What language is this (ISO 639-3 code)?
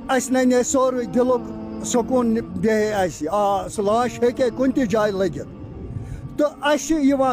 kas